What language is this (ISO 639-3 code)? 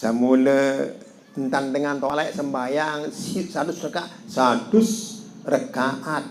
sas